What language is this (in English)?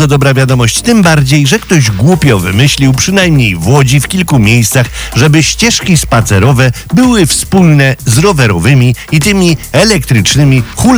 Polish